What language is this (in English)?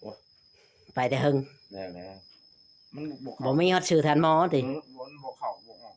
Northeastern Thai